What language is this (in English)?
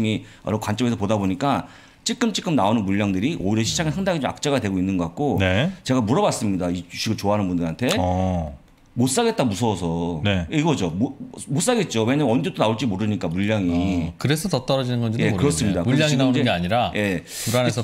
Korean